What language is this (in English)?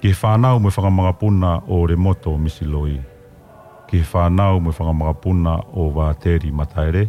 Tongan